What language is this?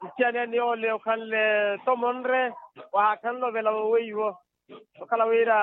Makhuwa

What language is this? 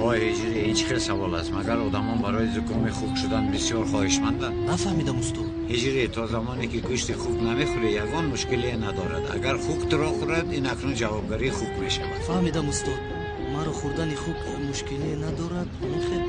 Tajik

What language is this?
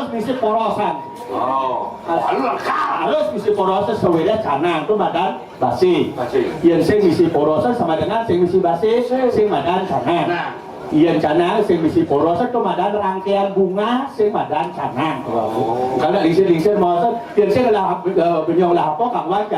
Balinese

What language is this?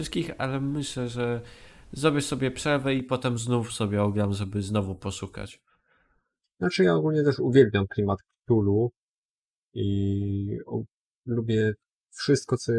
Polish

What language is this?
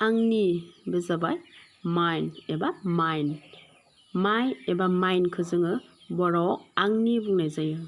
Bodo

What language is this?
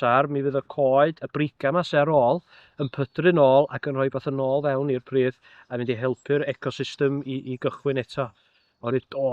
Welsh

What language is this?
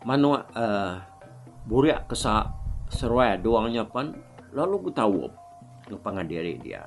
Iban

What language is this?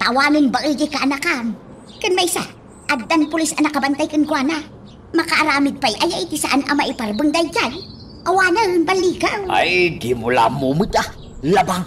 Iloko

